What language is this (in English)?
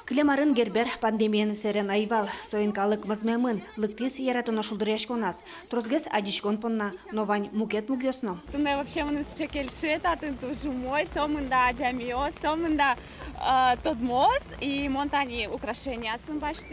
Udmurt